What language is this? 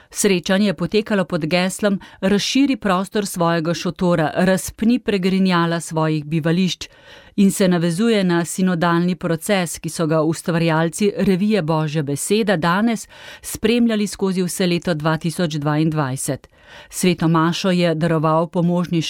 Slovenian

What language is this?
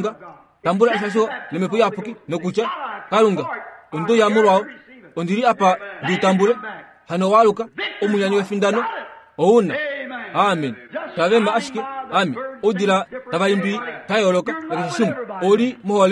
Kuanyama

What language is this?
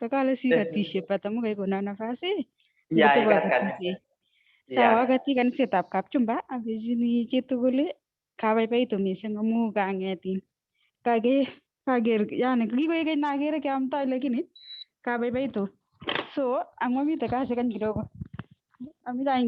Kalenjin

